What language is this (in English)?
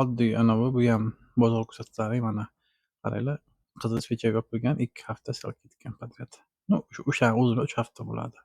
Uzbek